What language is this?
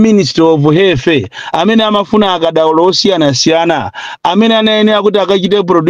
Nyanja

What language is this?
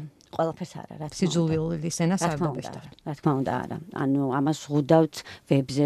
Georgian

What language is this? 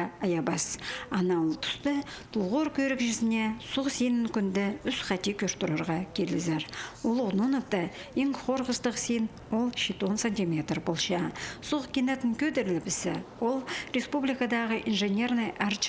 Khakas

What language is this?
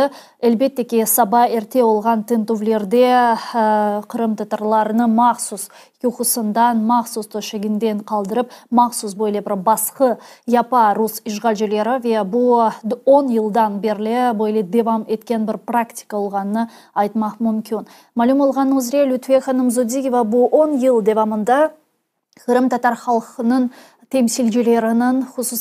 Crimean Tatar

